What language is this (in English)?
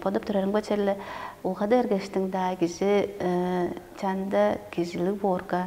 Tuvinian